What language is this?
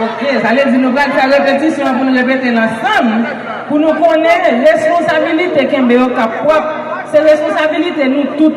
Haitian Creole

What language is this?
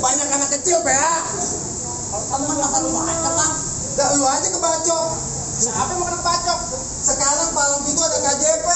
Betawi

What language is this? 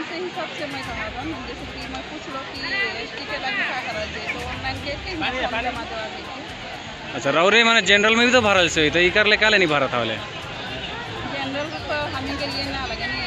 Sadri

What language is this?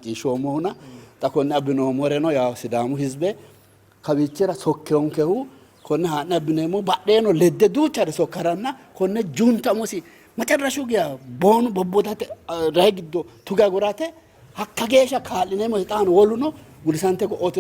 Sidamo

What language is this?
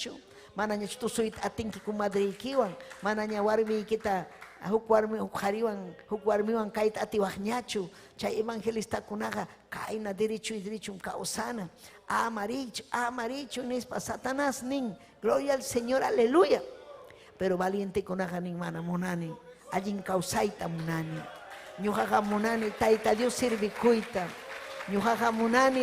Ayacucho Quechua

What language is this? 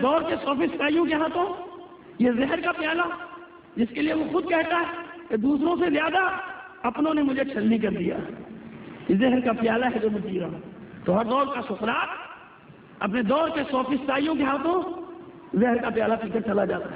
Urdu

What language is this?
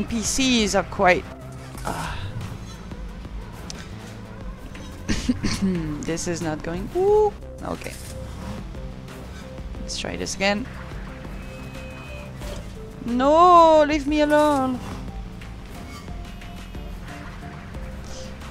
English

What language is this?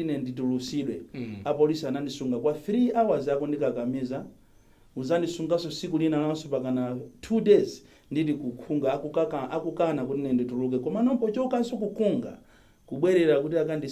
Nyanja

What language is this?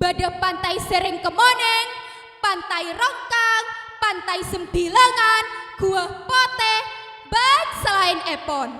Madurese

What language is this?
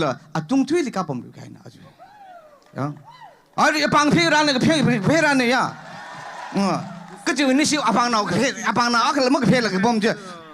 Tangkhul Naga (India)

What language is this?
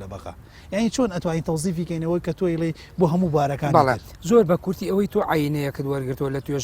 Central Kurdish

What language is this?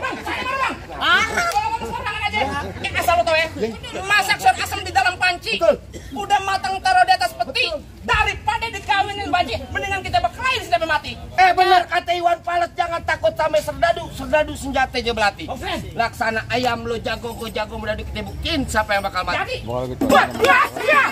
Betawi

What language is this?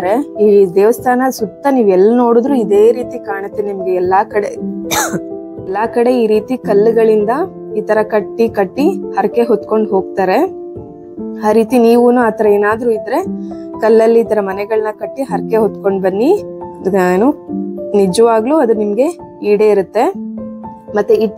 Kannada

